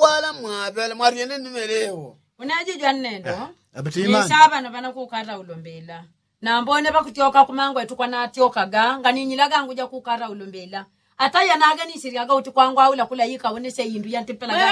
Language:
Yao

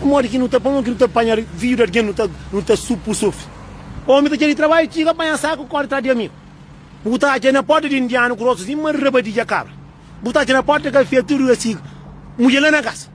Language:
Kabuverdianu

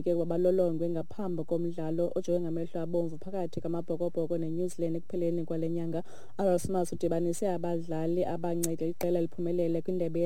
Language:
Xhosa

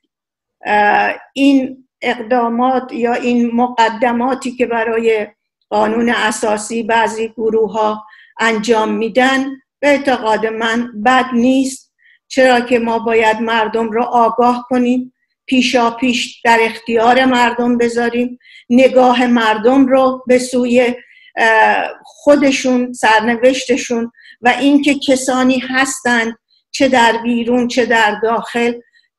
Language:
Persian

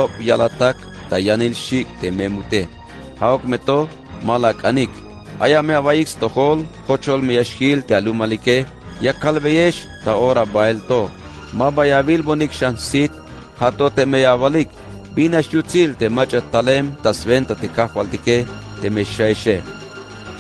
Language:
Tzeltal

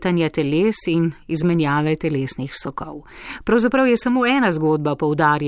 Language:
Slovenian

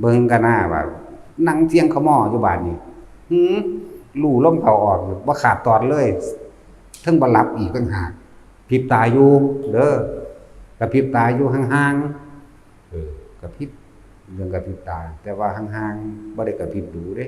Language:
Northeastern Thai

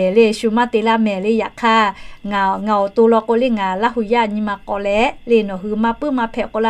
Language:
Lahu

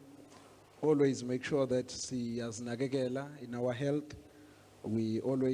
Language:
Zulu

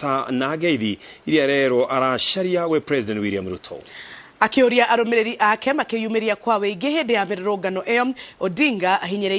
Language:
Kikuyu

